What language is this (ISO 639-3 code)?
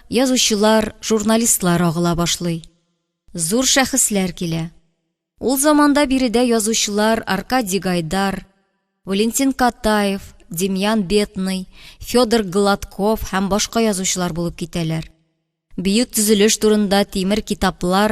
tat